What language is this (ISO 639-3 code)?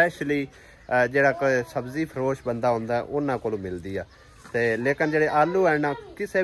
pan